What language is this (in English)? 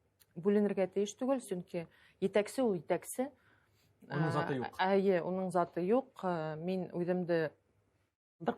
Bashkir